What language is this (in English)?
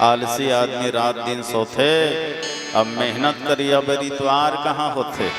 Chhattisgarhi